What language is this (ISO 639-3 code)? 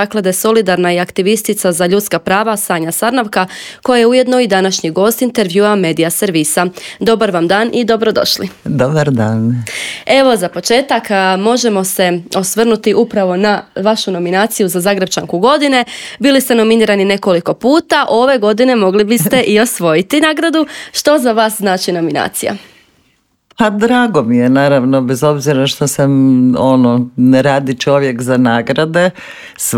hrv